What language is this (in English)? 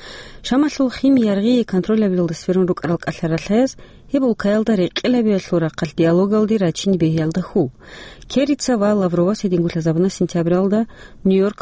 Avaric